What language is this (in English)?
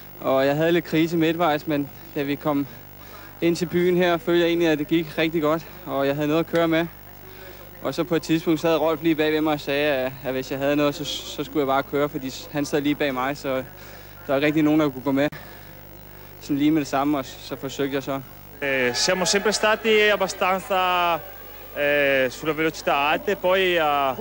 Danish